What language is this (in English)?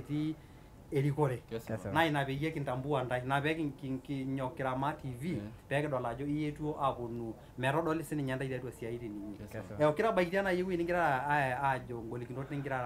Masai